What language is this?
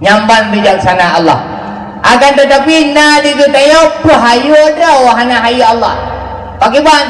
Achinese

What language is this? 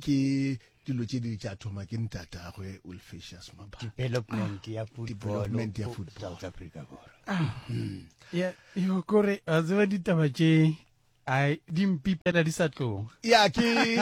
Northern Sotho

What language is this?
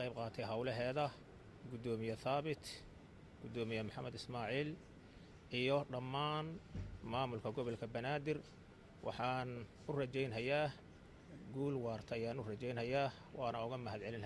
Somali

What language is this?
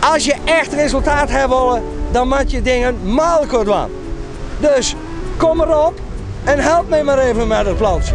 Western Frisian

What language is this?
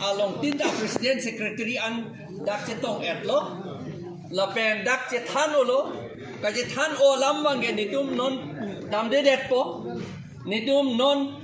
Karbi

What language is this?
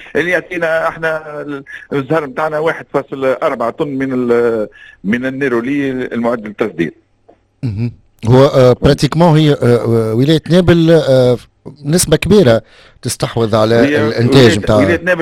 Tunisian Arabic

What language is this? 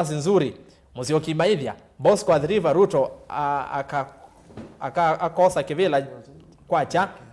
Kamba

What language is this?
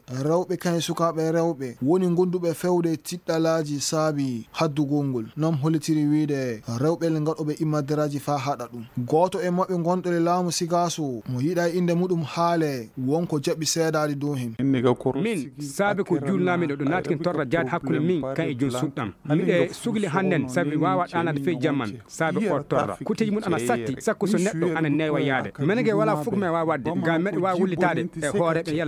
Fula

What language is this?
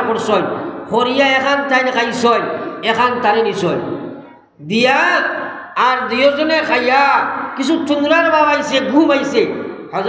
Sylheti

